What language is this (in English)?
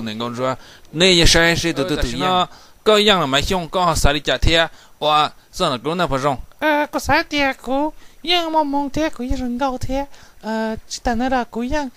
Hmong